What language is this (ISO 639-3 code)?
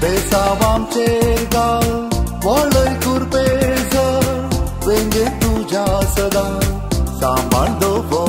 kok